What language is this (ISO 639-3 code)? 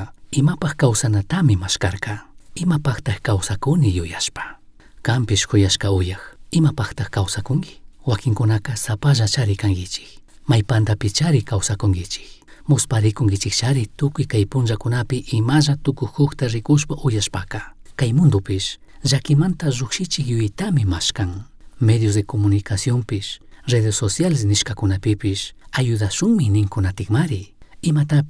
qug